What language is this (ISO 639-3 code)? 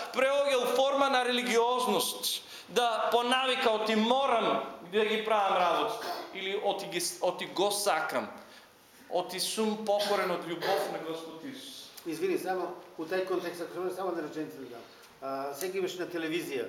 mkd